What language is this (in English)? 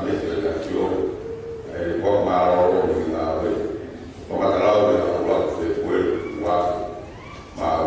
Tongan